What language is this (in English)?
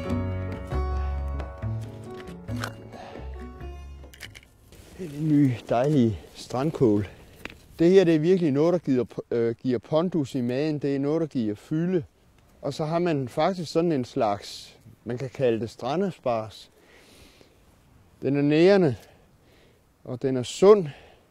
Danish